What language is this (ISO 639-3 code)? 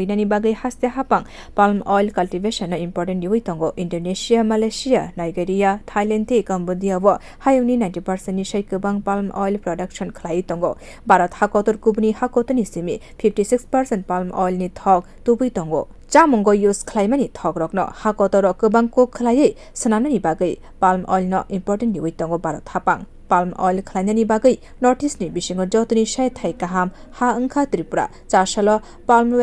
trp